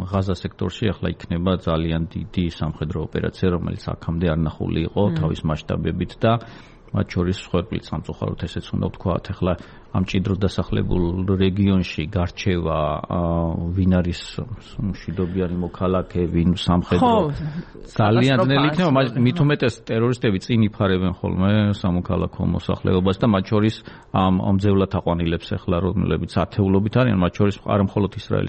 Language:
Georgian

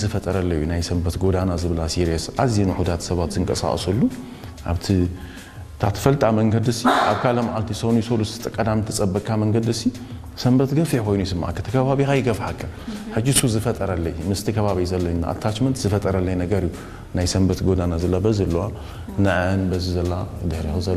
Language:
Tigrinya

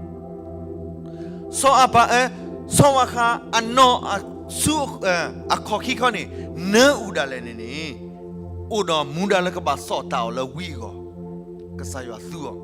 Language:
S'gaw Karen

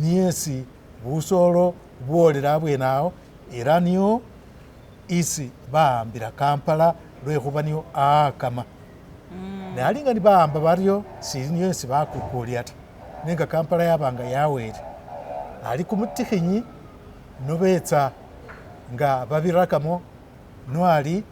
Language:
Masaaba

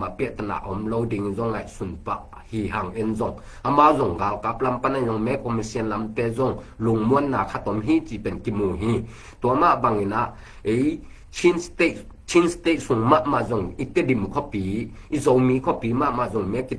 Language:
Tedim Chin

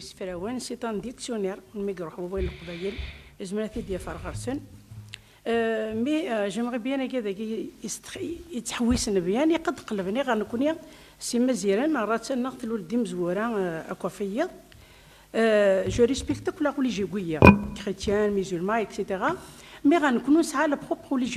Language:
Kabyle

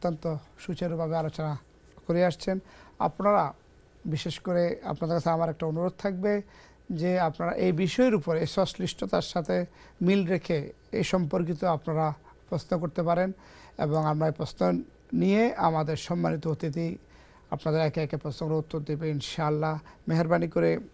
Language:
Bangla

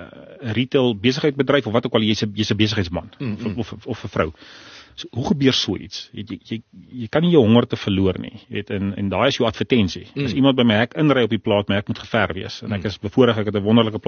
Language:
Afrikaans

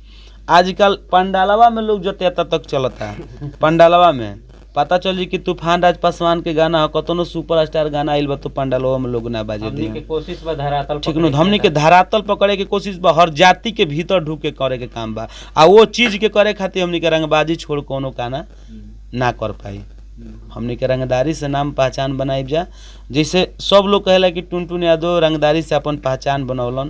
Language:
Bhojpuri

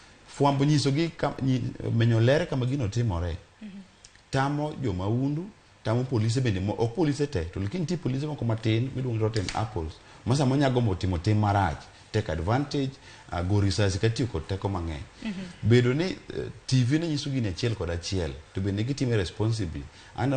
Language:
Luo (Kenya and Tanzania)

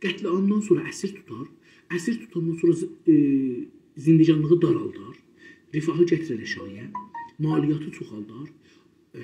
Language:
South Azerbaijani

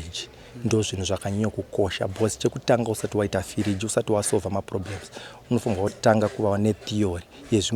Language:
Shona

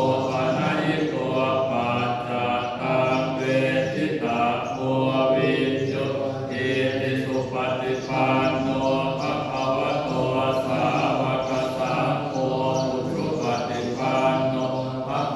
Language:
Pali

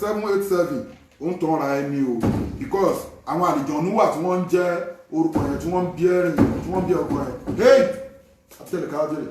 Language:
Yoruba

